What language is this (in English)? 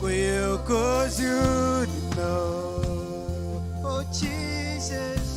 Marshallese